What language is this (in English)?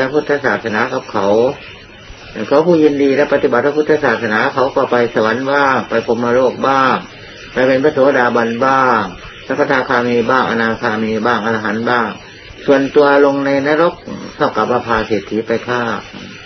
Thai